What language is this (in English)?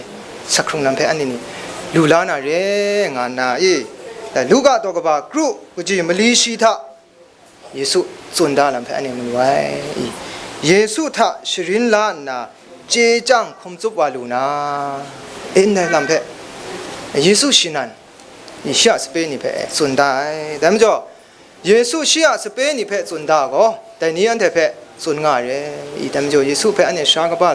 Kachin